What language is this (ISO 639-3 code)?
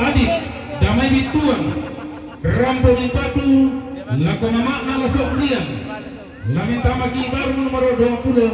sda